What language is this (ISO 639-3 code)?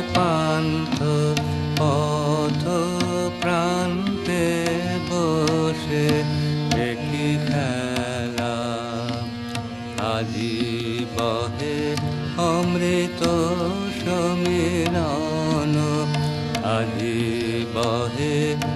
ben